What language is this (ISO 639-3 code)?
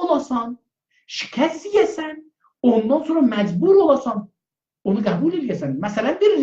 azb